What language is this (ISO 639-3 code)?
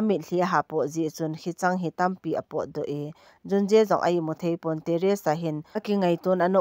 tcz